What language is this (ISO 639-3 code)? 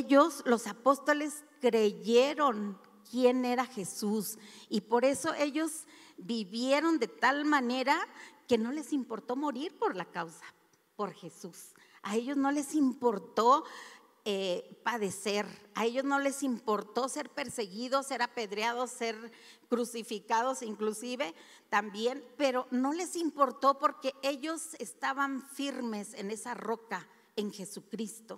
spa